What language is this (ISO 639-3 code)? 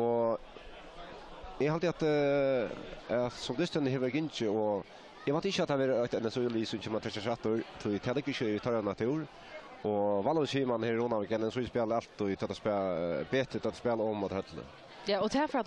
fao